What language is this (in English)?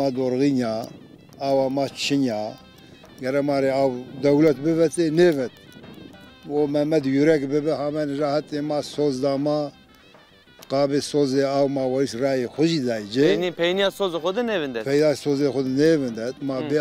Zaza